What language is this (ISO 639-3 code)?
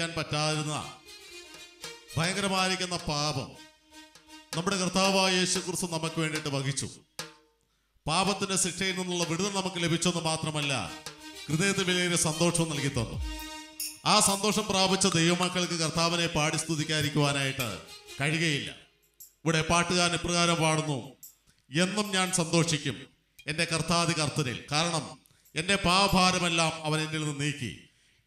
mal